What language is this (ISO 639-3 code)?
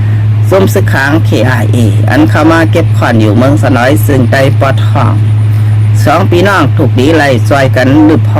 shn